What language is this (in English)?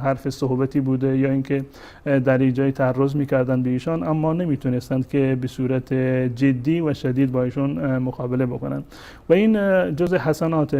Persian